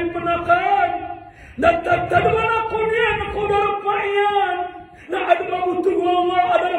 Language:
Maranao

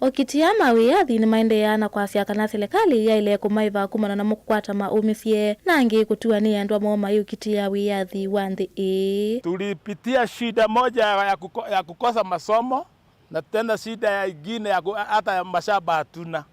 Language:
Kamba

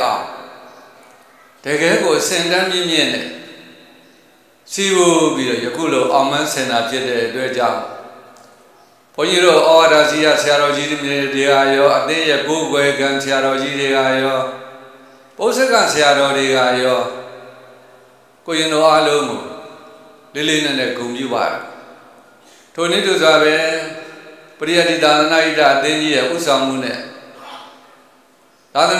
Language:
Burmese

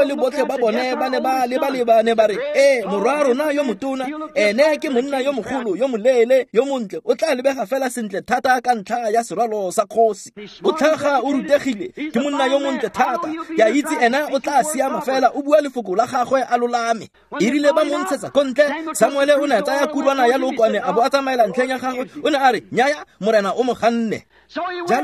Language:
Tswana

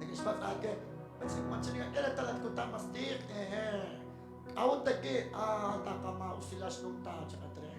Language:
Kekchí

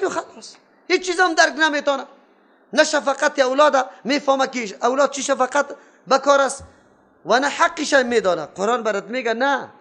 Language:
Persian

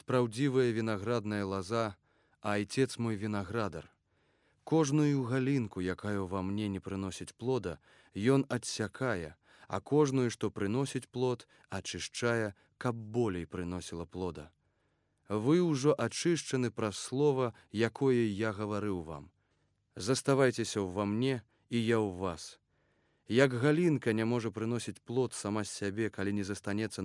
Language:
Belarusian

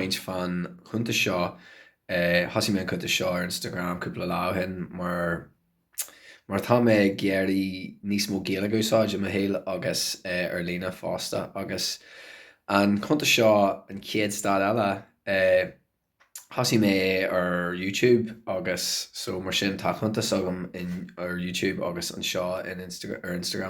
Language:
Irish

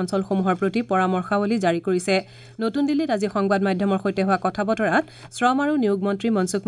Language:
Assamese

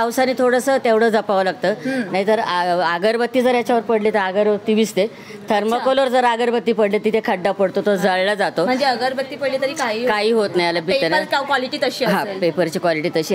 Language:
Marathi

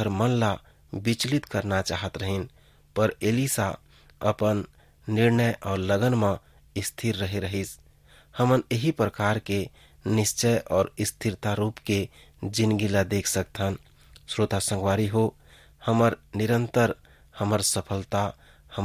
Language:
Chhattisgarhi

